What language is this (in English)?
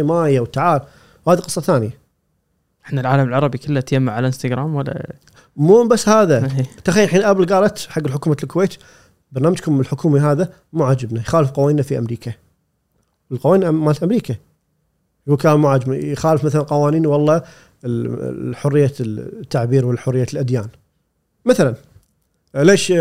Gulf Arabic